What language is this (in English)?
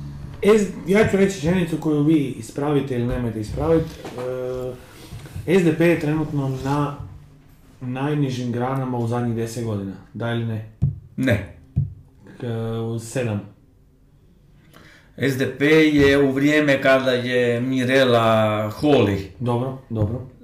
Croatian